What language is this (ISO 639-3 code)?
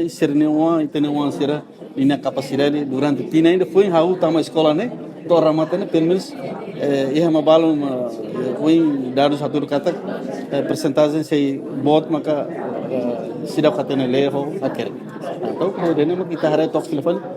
tet